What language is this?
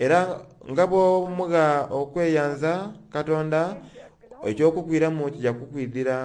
Soga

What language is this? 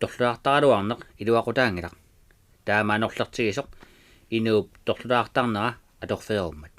Kalaallisut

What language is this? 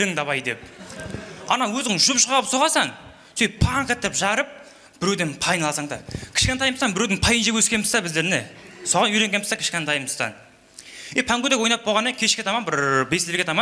Kara-Kalpak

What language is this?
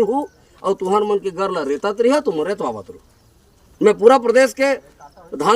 Chhattisgarhi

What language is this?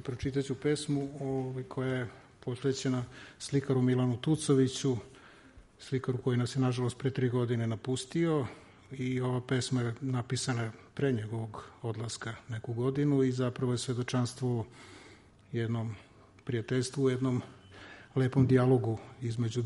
Serbian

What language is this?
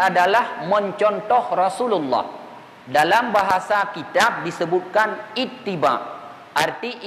Achinese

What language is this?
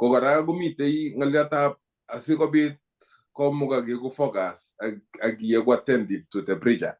Kalenjin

